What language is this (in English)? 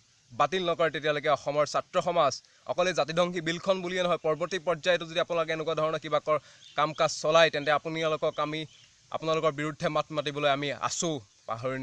Assamese